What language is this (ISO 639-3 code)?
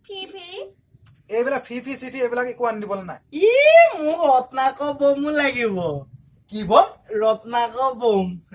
asm